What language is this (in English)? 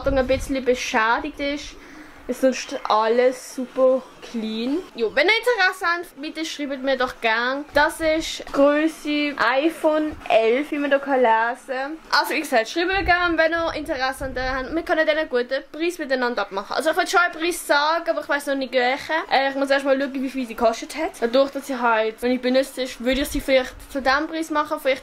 Swiss German